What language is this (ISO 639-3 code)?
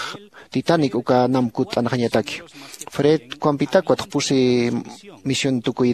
aym